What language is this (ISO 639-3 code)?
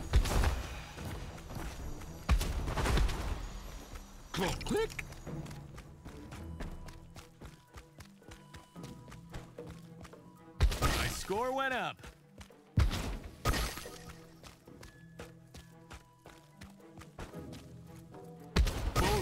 eng